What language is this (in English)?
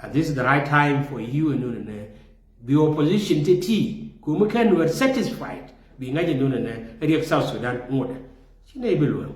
Nuer